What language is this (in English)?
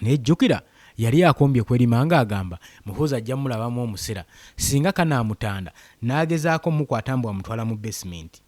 Ganda